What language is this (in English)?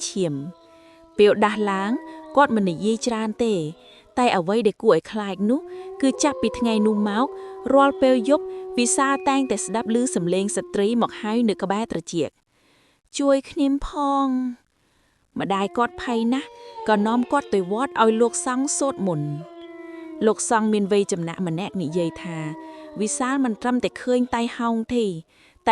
Khmer